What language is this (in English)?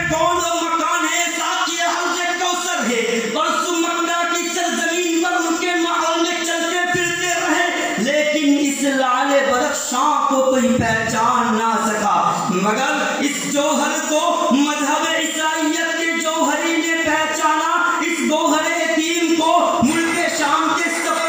Urdu